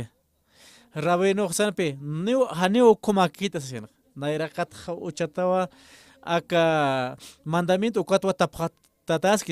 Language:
Aymara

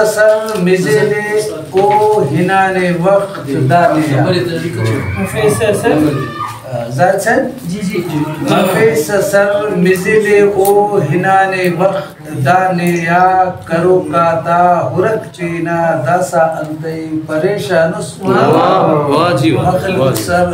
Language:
Brahui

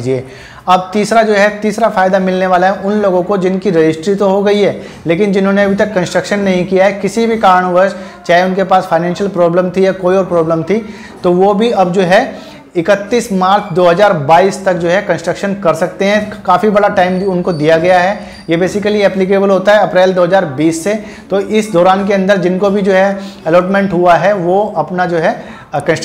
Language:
Hindi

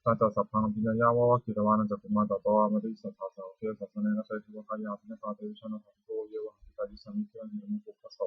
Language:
Pali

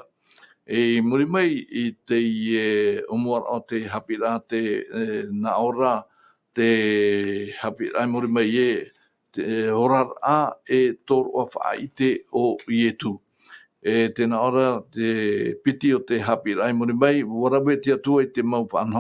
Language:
Tahitian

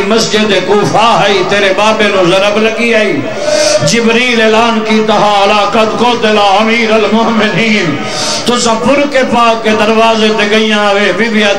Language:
Saraiki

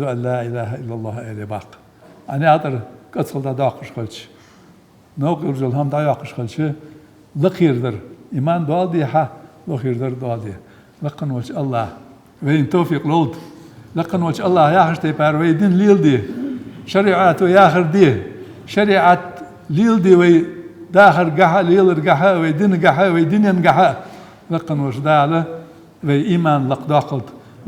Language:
Ingush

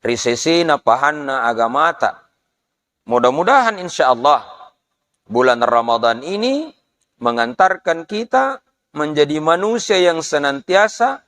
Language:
Buginese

